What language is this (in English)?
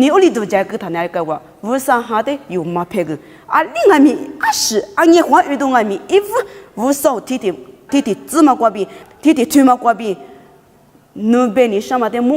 Lisu